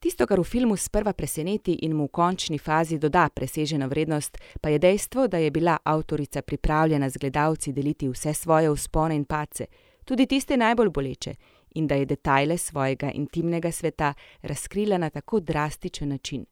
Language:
Slovenian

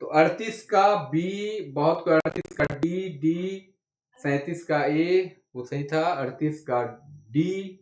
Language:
Sadri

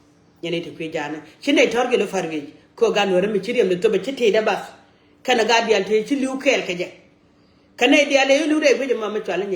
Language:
Nuer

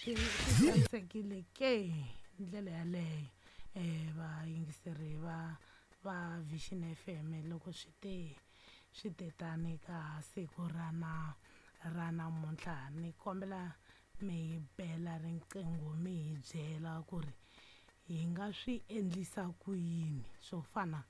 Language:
Tsonga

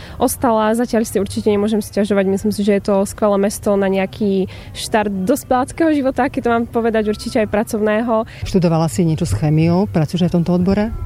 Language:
Slovak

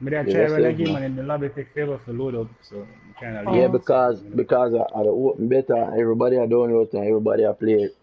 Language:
Jamaican Creole English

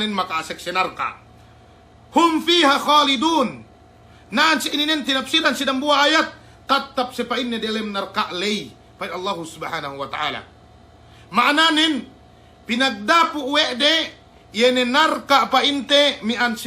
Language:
Yakan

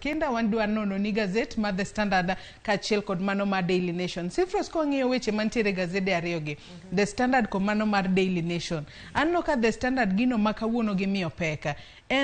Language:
Luo (Kenya and Tanzania)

